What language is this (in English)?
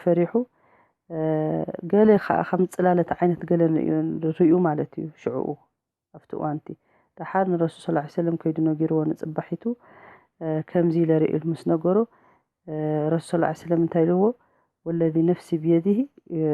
Tigrinya